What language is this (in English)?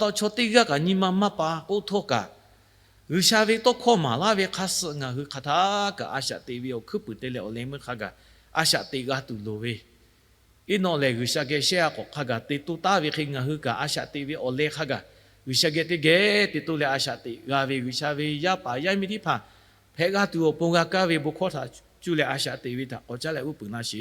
Lahu